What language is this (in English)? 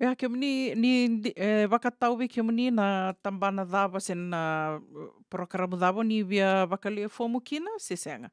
Fijian